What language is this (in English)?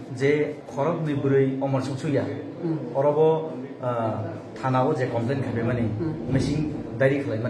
Kok Borok